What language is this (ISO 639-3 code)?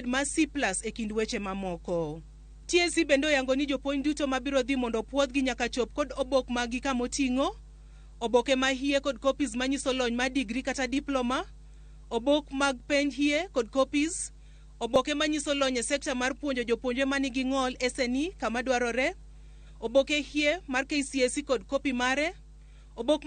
luo